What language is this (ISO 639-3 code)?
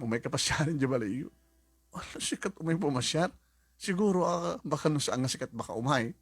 ilo